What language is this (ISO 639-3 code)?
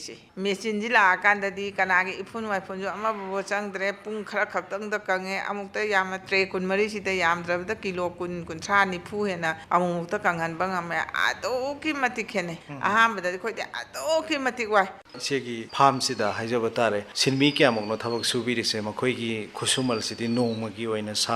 mni